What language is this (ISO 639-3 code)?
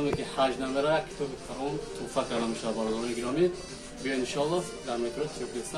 tgk